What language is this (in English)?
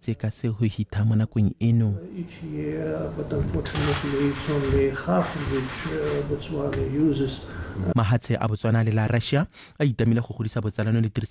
Tswana